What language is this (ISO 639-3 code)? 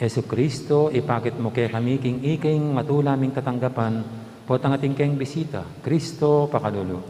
pam